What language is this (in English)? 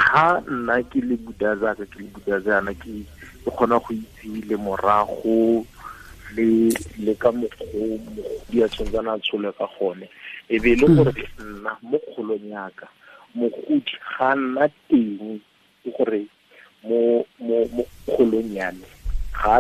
Tswana